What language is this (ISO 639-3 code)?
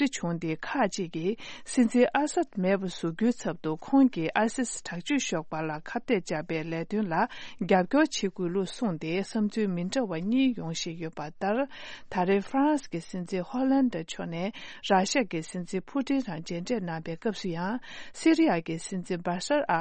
bod